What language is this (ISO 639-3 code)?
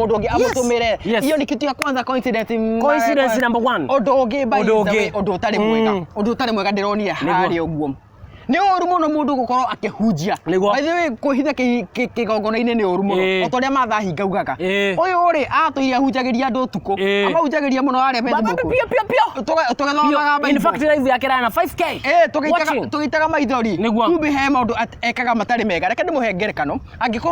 kik